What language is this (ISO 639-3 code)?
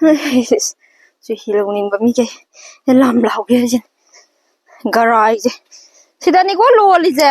mni